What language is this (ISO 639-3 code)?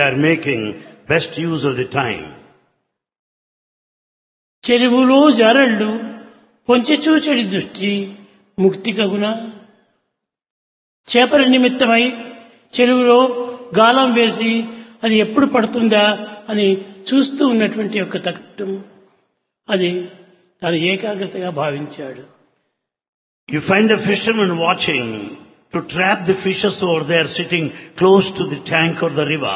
tel